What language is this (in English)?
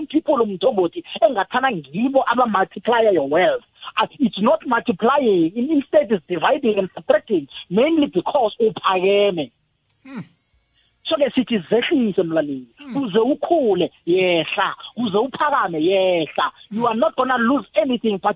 South Ndebele